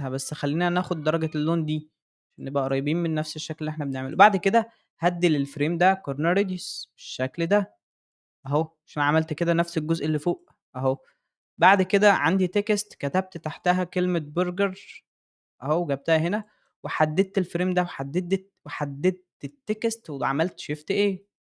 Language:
Egyptian Arabic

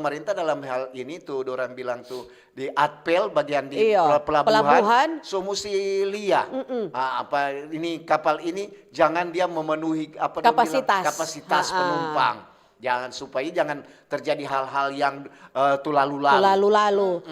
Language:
Manado Malay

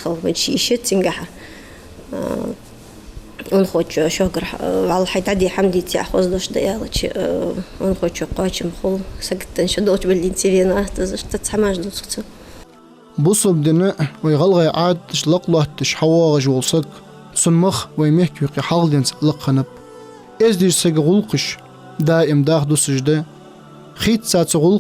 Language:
Ingush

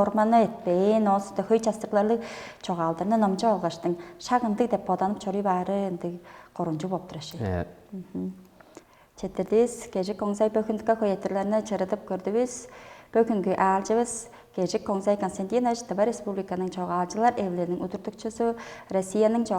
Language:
Tuvinian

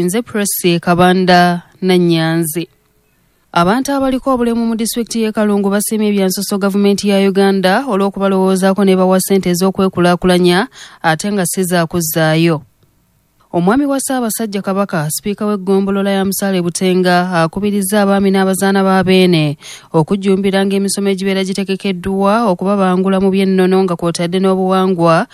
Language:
Ganda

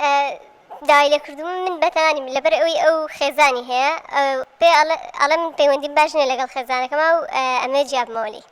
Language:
Central Kurdish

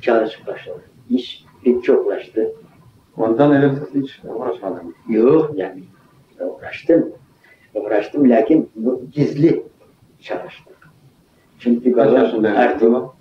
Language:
Crimean Tatar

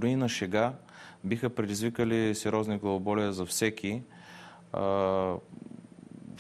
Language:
Bulgarian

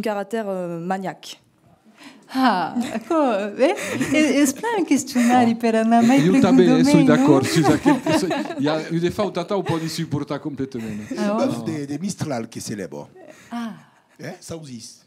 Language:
Occitan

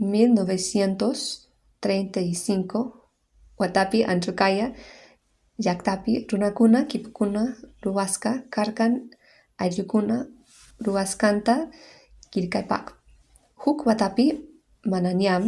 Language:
Quechua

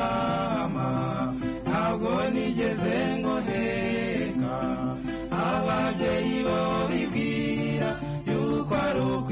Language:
Kinyarwanda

